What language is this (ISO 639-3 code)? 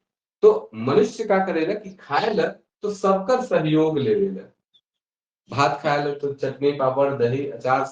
sck